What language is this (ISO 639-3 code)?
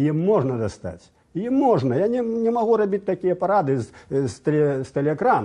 bel